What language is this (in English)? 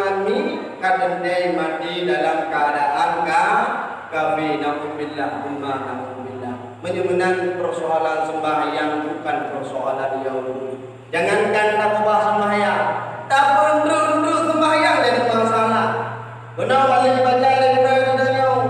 Achinese